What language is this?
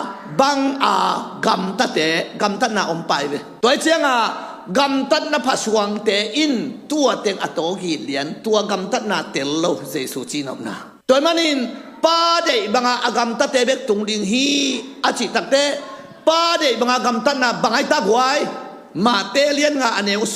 Tedim Chin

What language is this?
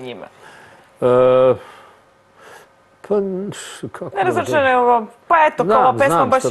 Serbian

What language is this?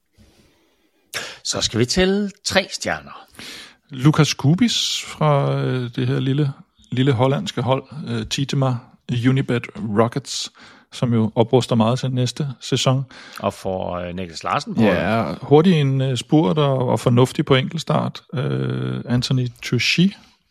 Danish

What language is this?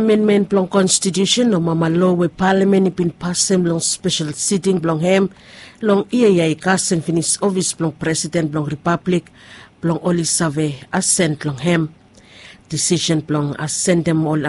Bislama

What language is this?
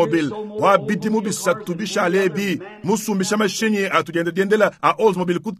Luba-Lulua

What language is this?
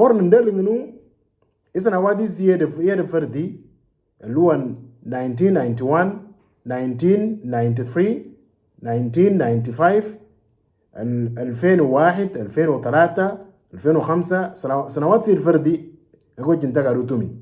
Moro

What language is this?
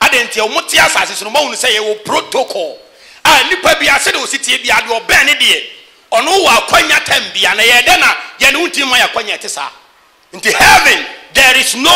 Akan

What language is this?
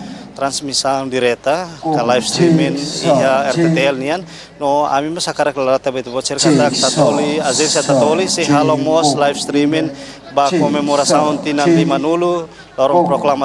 Tetum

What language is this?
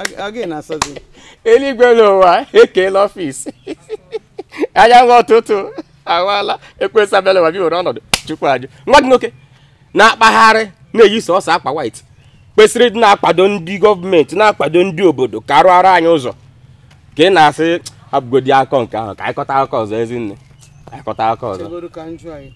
Igbo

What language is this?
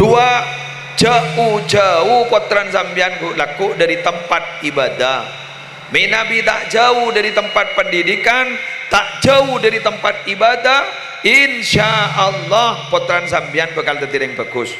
Madurese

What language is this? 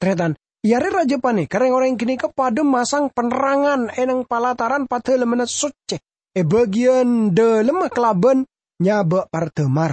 Madurese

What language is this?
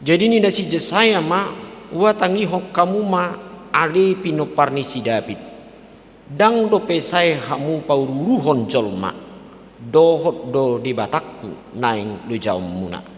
Batak Toba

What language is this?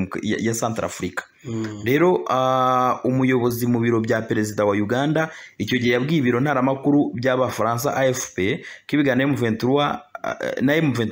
Kinyarwanda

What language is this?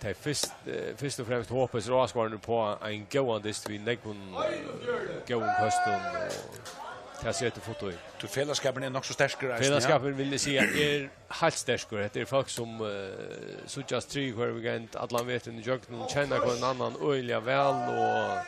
Faroese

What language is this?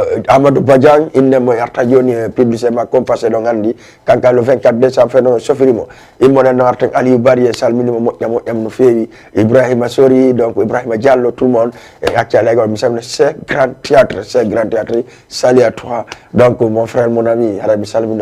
Fula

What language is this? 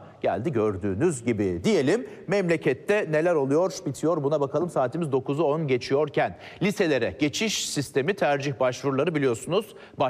Turkish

